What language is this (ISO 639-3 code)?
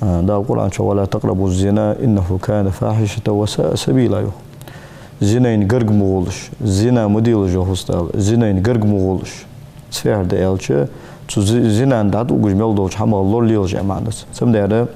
inh